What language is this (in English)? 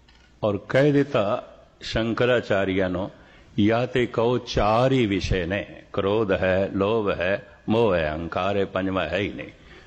Punjabi